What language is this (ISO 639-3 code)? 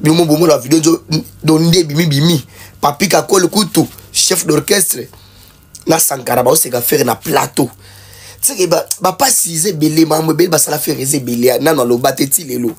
lin